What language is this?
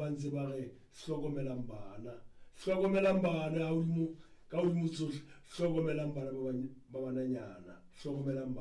Southern Sotho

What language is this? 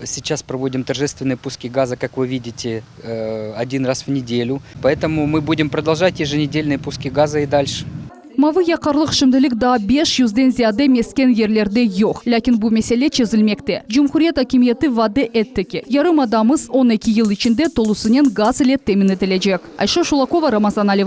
Crimean Tatar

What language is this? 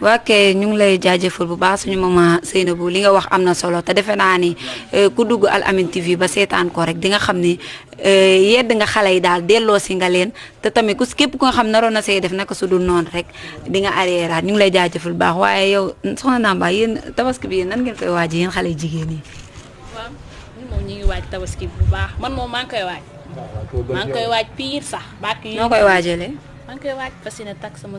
Wolof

